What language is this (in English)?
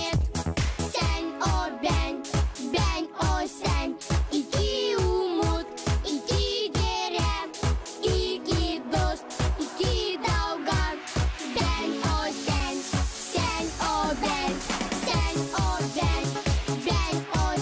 Gagauz